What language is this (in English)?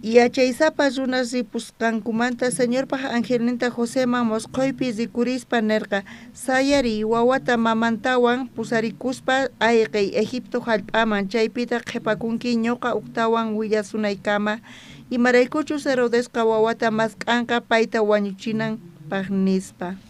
South Bolivian Quechua